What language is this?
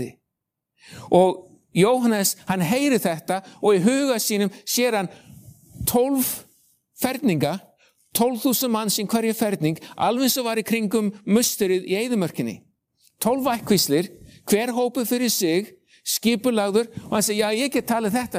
Icelandic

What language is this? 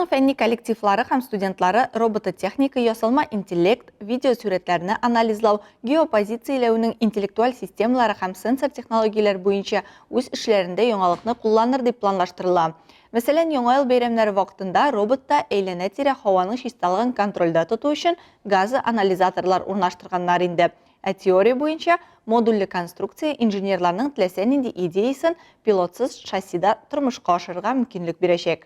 Tatar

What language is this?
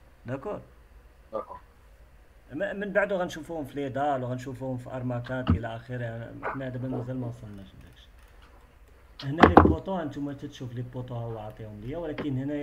Moroccan Arabic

